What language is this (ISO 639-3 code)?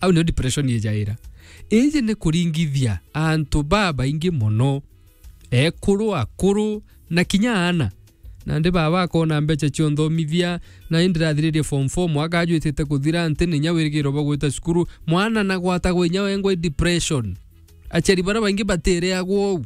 mer